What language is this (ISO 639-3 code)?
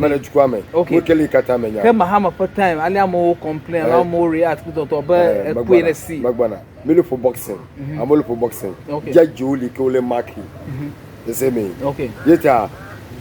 ewe